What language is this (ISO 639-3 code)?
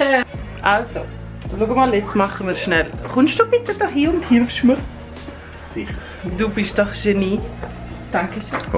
gsw